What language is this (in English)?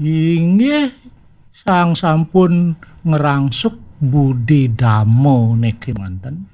Balinese